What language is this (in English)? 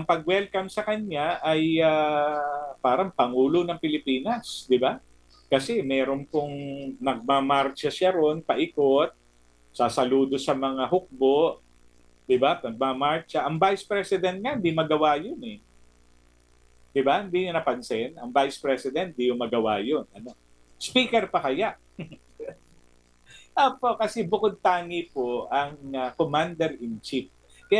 Filipino